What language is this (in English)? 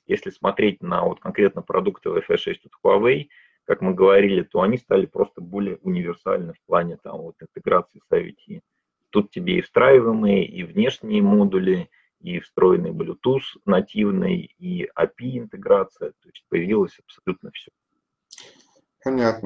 Russian